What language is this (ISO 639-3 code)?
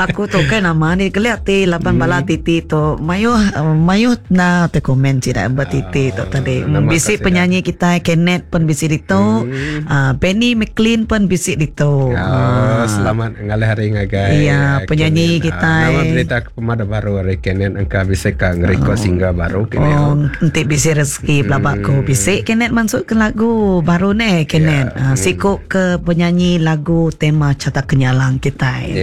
iba